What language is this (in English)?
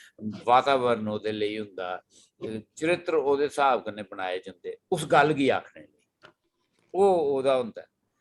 Dogri